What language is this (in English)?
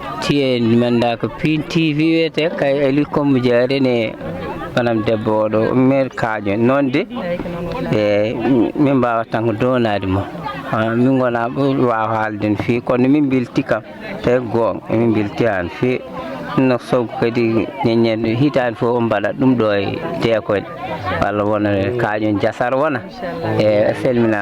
Fula